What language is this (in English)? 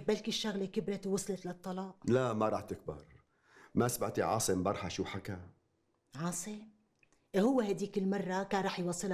North Levantine Arabic